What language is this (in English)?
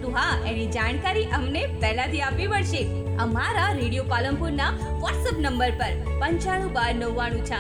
Gujarati